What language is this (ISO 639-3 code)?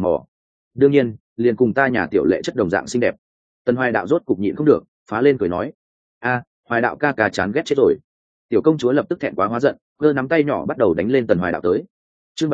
vie